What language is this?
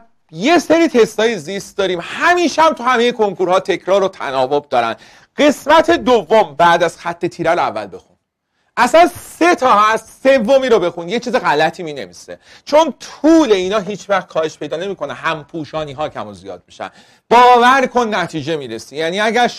Persian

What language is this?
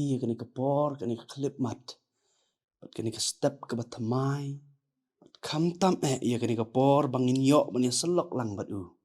Khasi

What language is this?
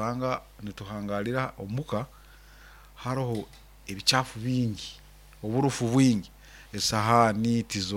Nyoro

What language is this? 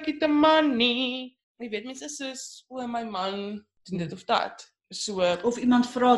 Afrikaans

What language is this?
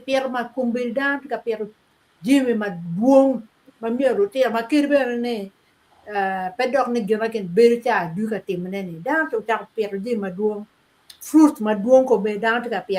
Acoli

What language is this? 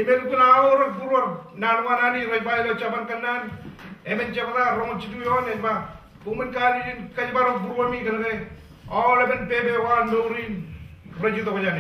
Marshallese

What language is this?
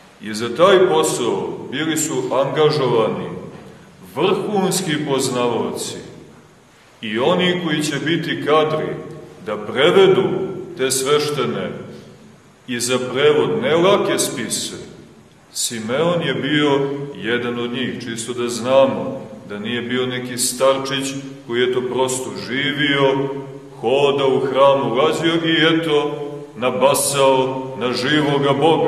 Serbian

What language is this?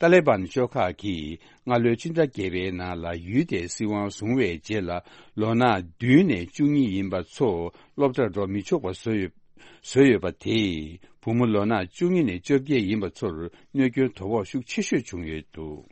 Tibetan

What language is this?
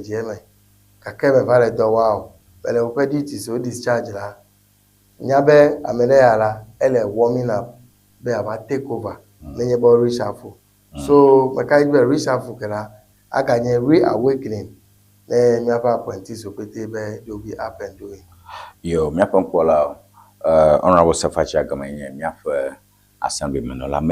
Ewe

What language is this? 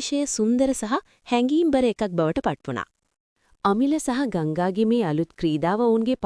Sinhala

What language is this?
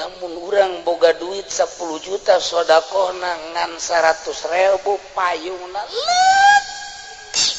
Sundanese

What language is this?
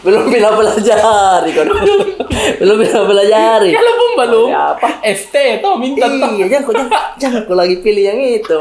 Makassar Malay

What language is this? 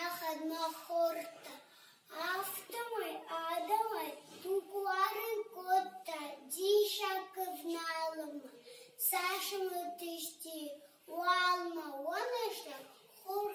Ossetic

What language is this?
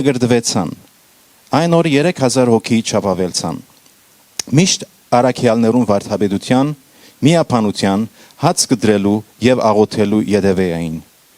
Western Armenian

